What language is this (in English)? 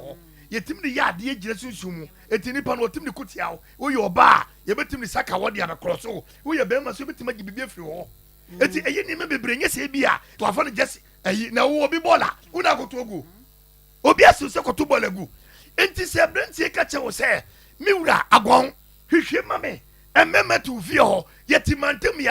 Akan